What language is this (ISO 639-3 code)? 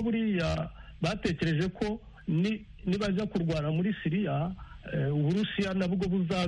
kin